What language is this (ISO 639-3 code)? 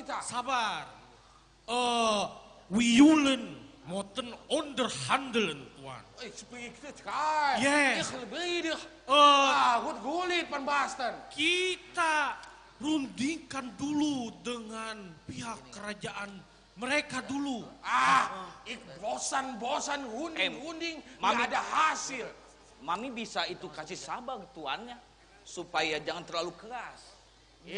bjn